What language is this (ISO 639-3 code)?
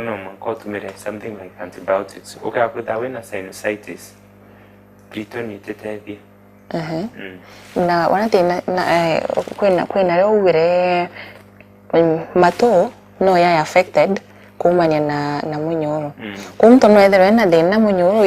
mer